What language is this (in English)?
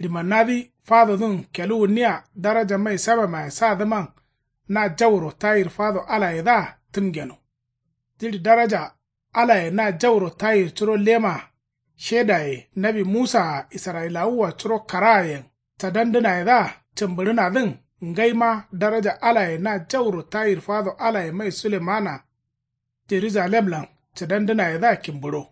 Kanuri